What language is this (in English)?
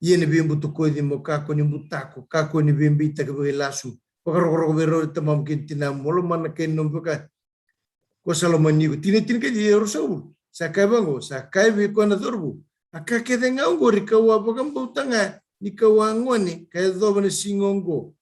Fijian